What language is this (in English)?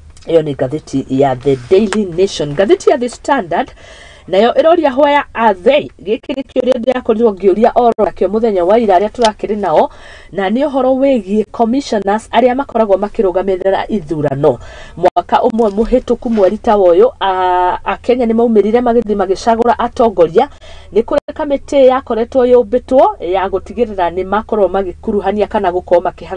Kikuyu